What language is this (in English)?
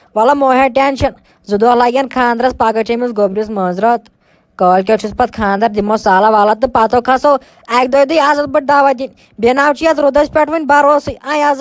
Kashmiri